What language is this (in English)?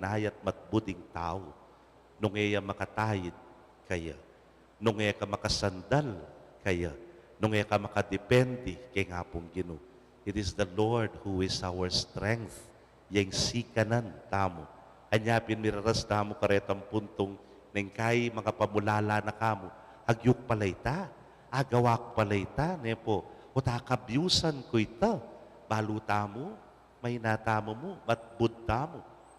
Pampanga